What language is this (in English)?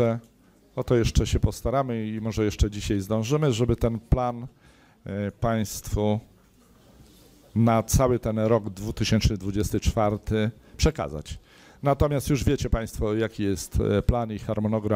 Polish